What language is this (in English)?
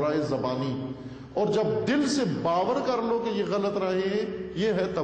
Urdu